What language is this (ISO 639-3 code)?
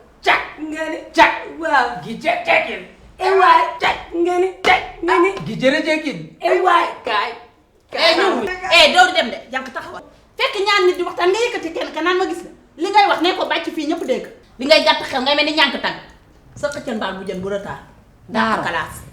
wol